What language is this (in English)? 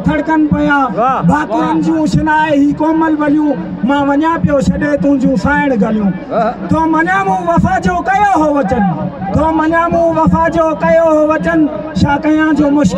Sindhi